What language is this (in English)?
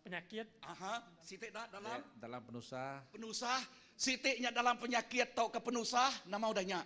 Iban